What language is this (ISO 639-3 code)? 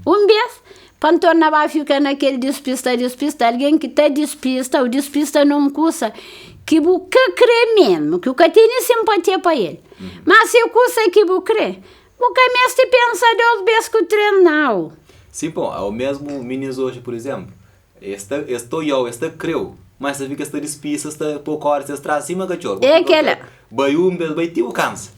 kea